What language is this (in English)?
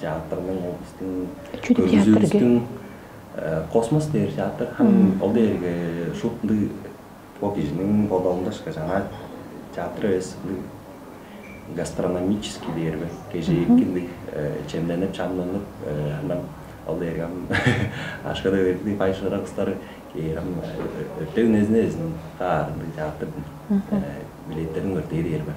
Tuvinian